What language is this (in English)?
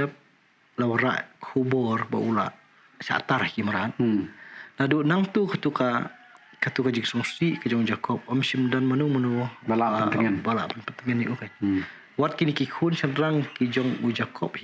Khasi